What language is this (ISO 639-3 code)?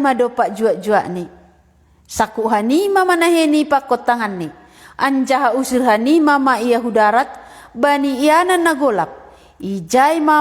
bts